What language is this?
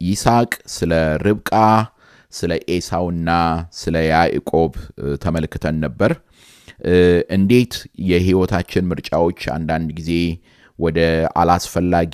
Amharic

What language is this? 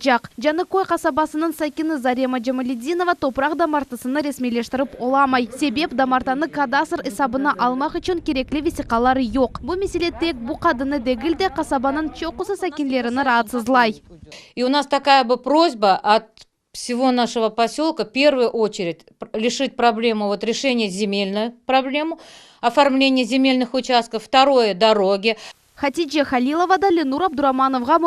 Crimean Tatar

